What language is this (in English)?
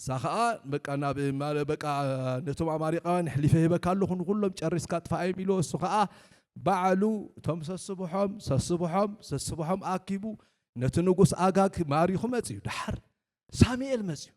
Tigrinya